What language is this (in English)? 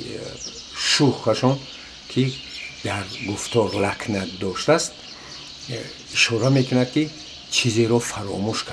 Tajik